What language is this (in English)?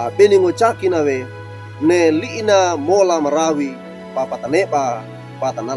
Wejewa